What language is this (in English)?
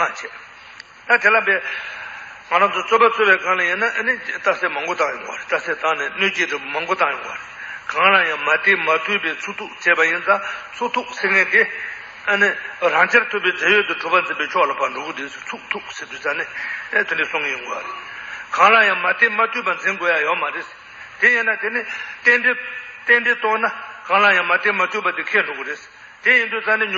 Tibetan